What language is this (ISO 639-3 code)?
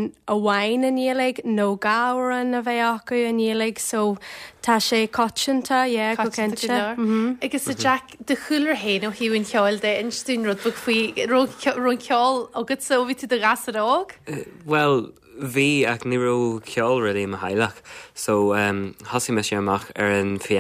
gle